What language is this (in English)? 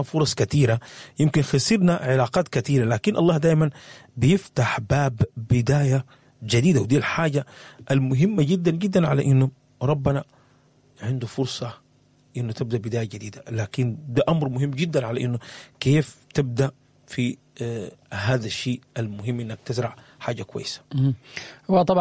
Sudanese Arabic